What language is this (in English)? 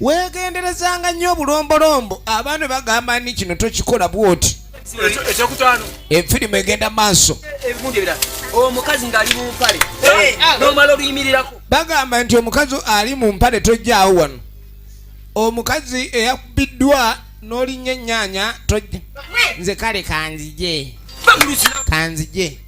Ganda